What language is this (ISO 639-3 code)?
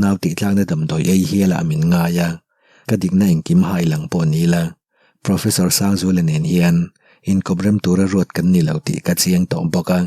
lus